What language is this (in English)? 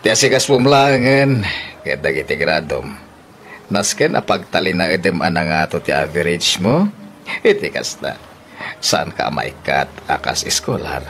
Iloko